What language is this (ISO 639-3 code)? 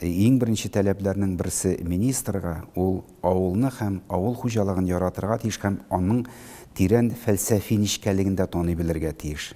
tat